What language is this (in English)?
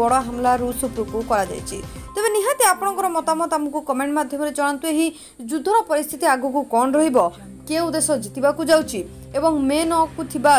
Odia